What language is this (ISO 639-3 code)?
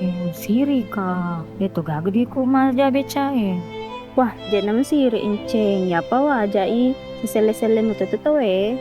bug